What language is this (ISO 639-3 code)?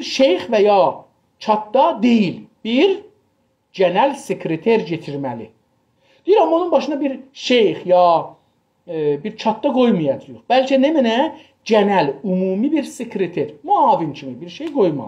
azb